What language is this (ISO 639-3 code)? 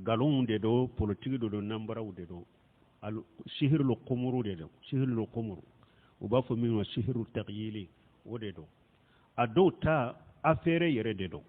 bam